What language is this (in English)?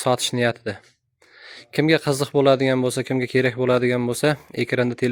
Uzbek